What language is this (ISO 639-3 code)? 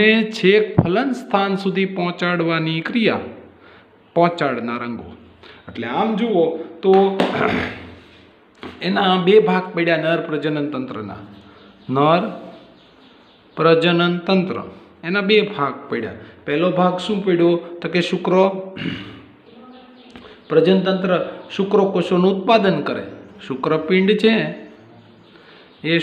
guj